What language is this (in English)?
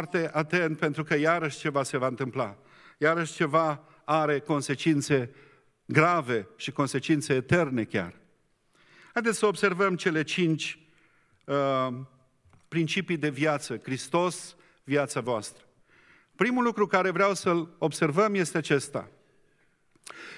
Romanian